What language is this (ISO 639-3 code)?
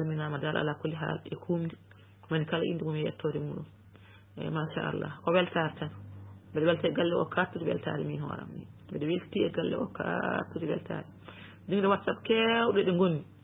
ful